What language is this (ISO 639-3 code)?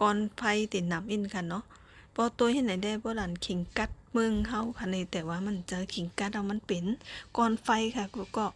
shn